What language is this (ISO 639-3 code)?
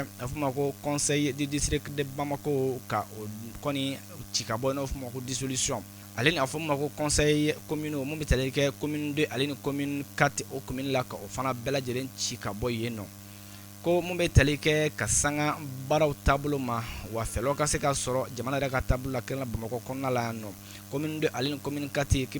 bam